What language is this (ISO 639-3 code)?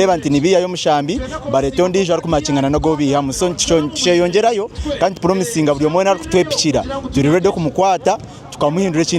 nyn